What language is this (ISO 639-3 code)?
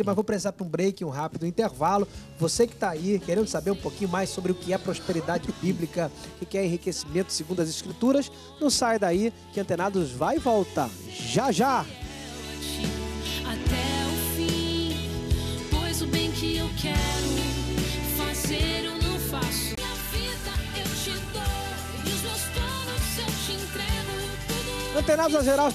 por